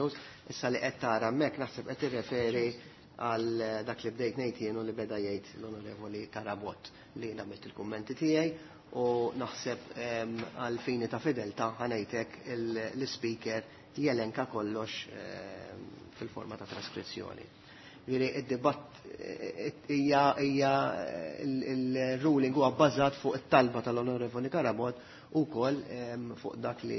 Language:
Maltese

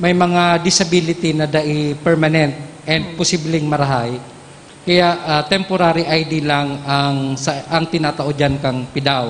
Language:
Bikol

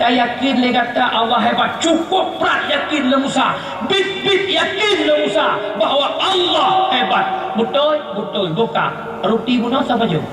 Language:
Achinese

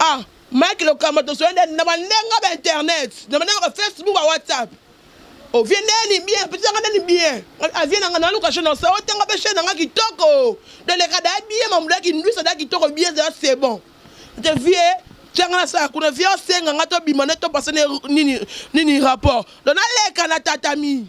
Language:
Lingala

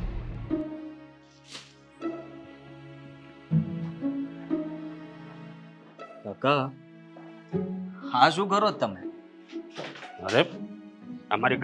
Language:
Gujarati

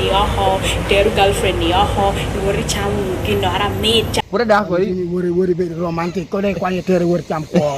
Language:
Lango (Uganda)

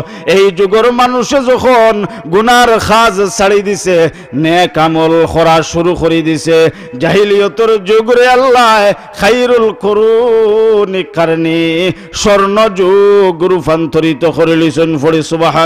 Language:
Sylheti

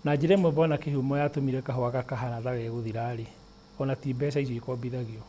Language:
Kikuyu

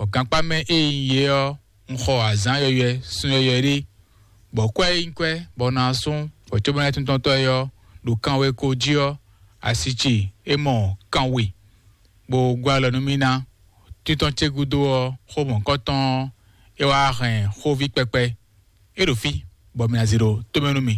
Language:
Fon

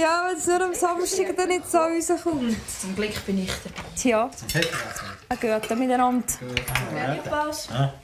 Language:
Swiss German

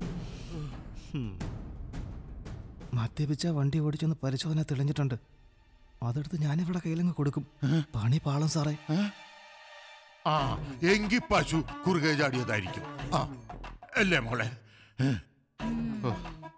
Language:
Malayalam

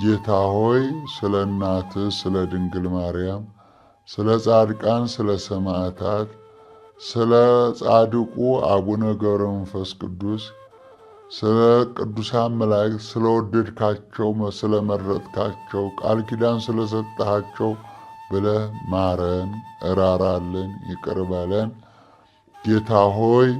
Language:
Amharic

